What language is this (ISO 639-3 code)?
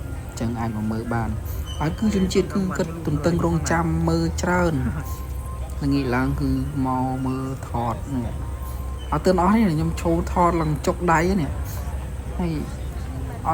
khm